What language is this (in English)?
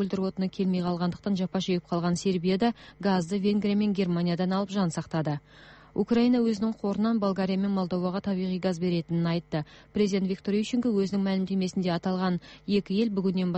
Kazakh